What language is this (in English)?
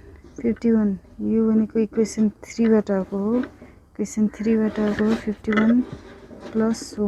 Nepali